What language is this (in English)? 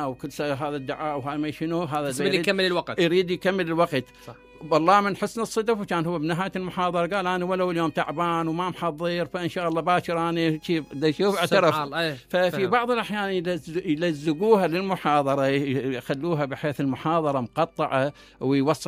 Mesopotamian Arabic